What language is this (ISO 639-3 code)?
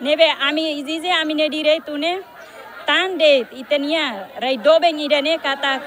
tet